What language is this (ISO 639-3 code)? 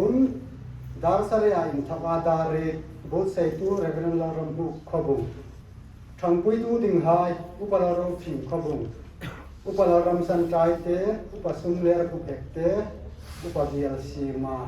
hmr